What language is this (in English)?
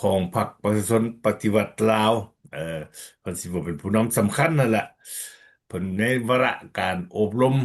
Lao